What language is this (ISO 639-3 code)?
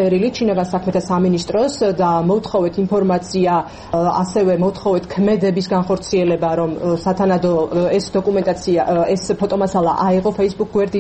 kat